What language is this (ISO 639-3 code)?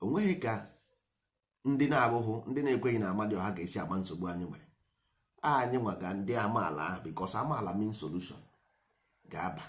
ibo